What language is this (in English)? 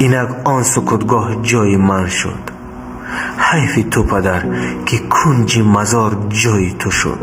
Tajik